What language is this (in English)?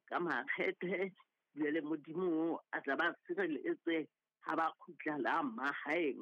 Southern Sotho